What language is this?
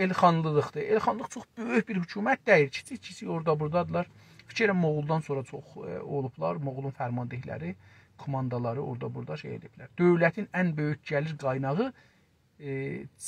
South Azerbaijani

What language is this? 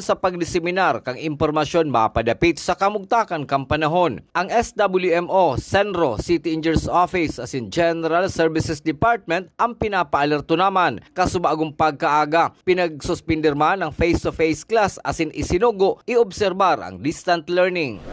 Bikol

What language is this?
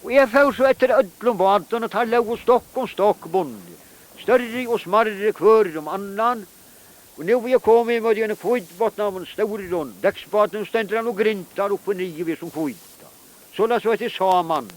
Faroese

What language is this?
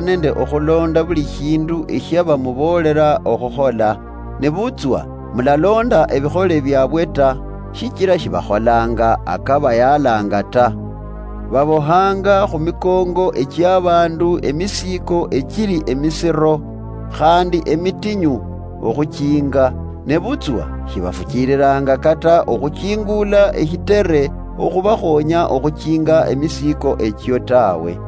Luyia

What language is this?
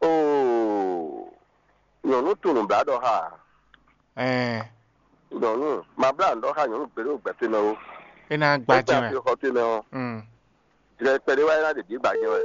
Fon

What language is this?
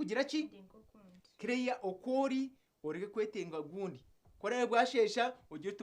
Nyankole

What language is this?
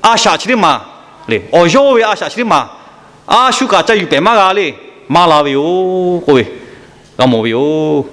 Lahu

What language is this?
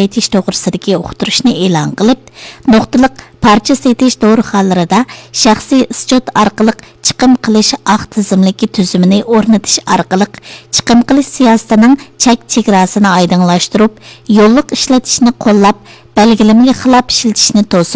Uyghur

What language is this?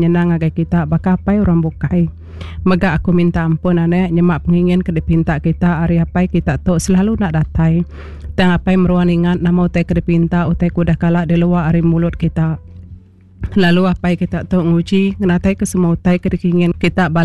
Iban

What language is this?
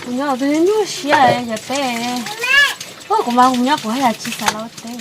Hmong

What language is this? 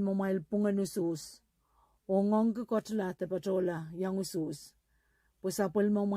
Pohnpeian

